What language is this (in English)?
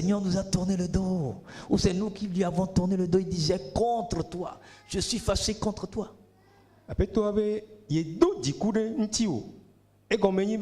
Ewe